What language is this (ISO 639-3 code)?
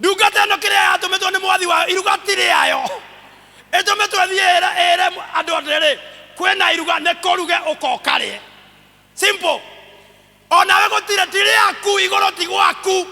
kik